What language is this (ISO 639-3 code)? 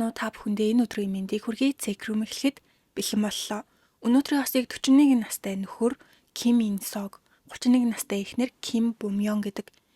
mon